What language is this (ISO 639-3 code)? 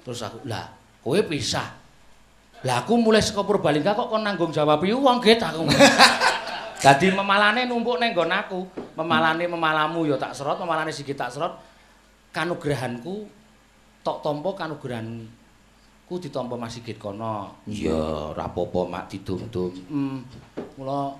jav